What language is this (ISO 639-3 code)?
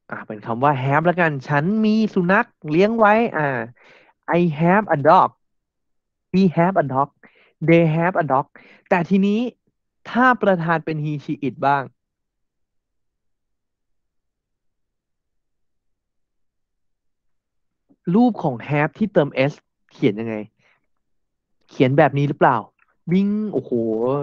tha